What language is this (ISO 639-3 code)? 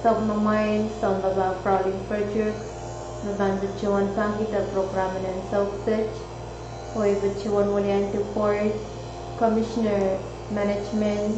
pon